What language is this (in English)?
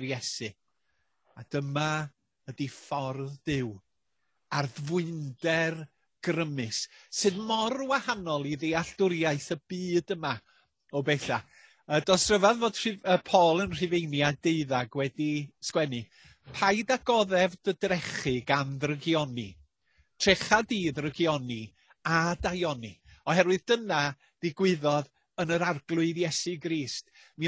Welsh